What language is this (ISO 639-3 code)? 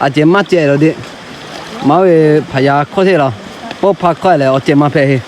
lhu